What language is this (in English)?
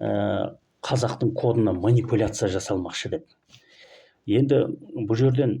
Kazakh